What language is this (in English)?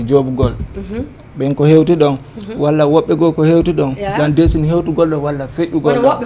Fula